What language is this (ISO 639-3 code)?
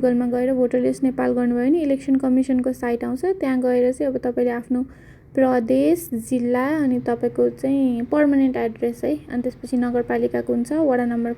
nep